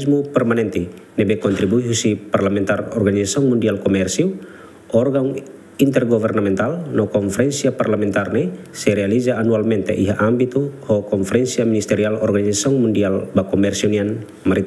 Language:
Tetum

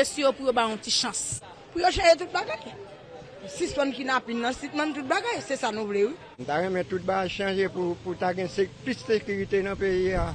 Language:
Haitian Creole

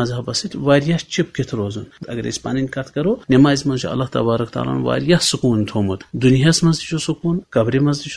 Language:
Kashmiri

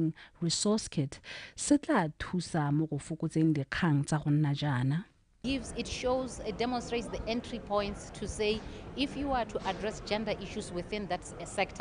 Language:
Tswana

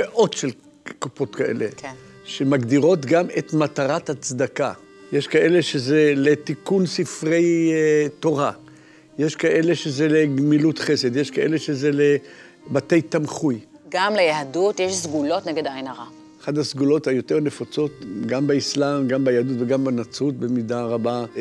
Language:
Hebrew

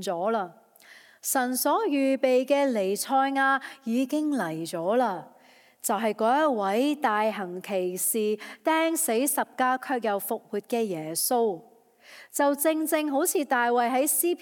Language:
Cantonese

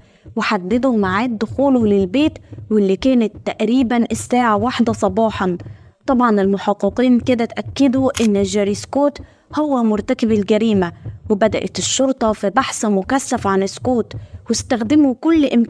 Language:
Egyptian Arabic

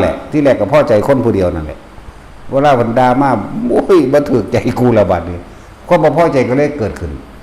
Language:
Northeastern Thai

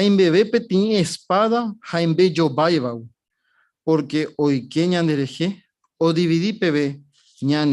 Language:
Guarani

